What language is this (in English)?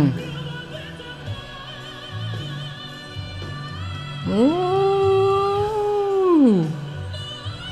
English